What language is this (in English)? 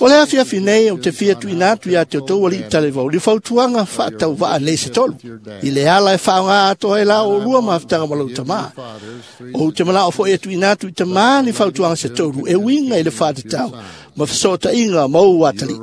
Samoan